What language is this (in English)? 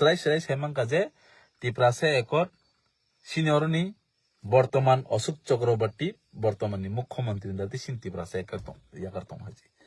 Kok Borok